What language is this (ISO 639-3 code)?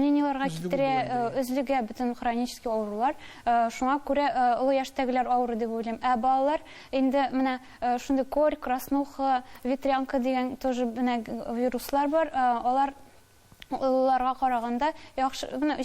tat